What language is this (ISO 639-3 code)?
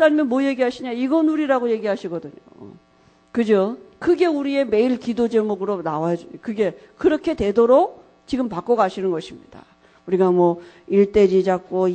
kor